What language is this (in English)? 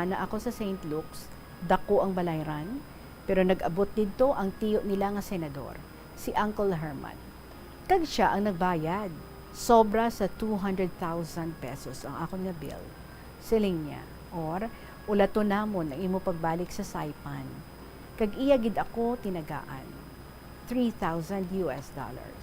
Hiligaynon